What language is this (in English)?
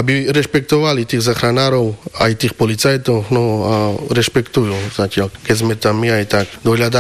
Slovak